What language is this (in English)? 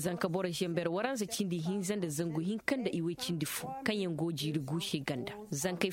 Koyraboro Senni